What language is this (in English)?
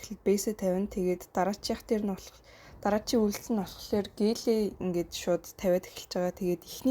Mongolian